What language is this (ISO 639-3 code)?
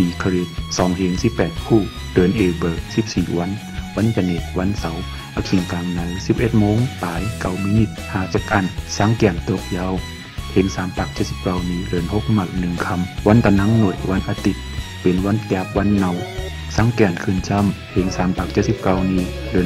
shn